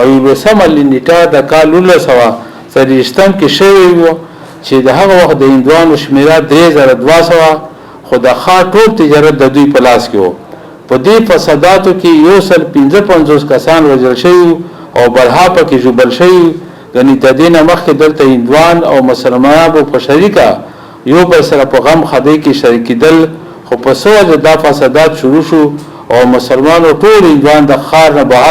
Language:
Pashto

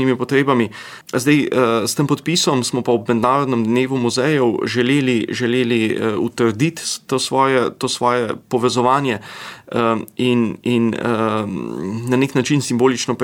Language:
Slovenian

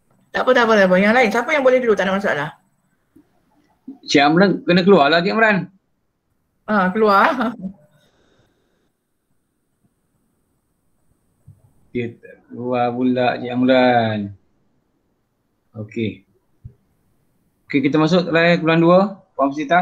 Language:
Malay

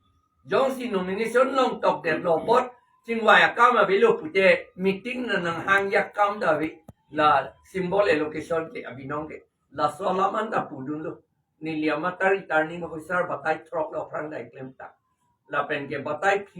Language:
Karbi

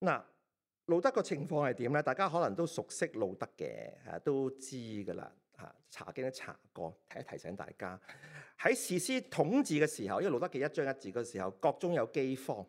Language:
Cantonese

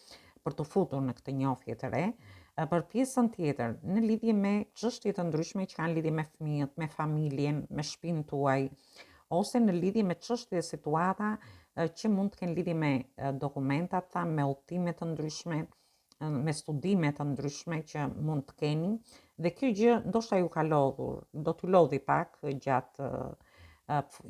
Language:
Albanian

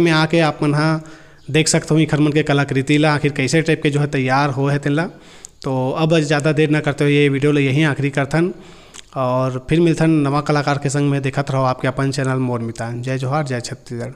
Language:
Chhattisgarhi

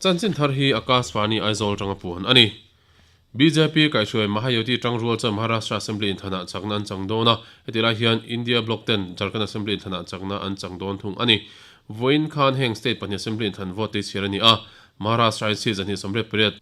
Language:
Mizo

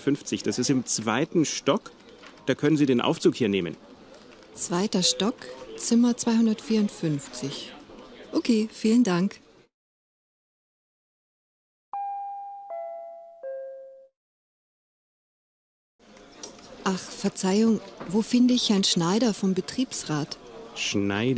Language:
German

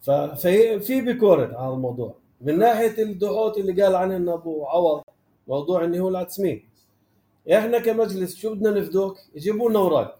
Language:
North Levantine Arabic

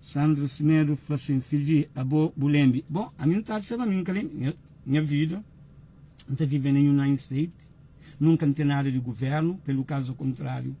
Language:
Kabuverdianu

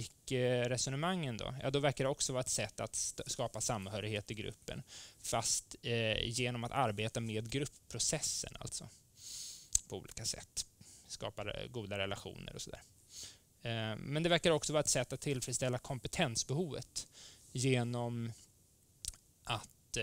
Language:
Swedish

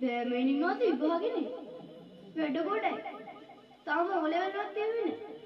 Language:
Sinhala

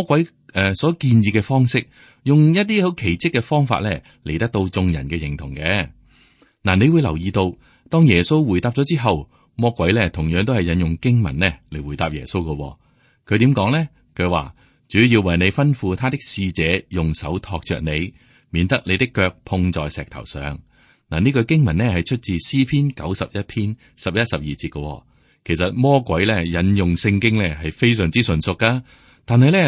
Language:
Cantonese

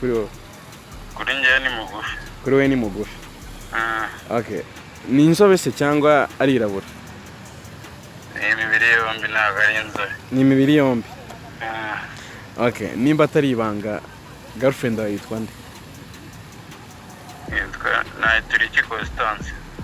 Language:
Kinyarwanda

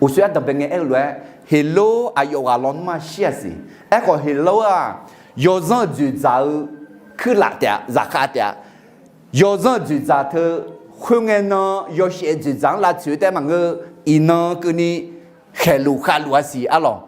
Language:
Akha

